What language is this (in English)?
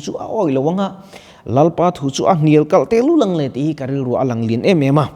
Mizo